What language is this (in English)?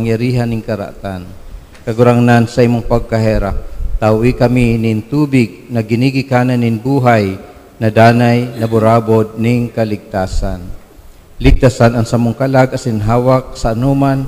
Bikol